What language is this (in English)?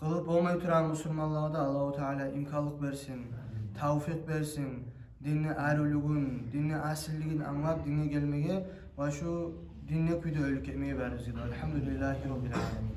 Kumyk